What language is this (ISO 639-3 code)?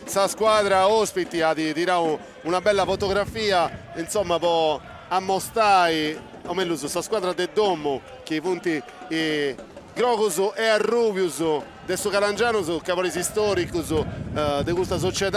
srd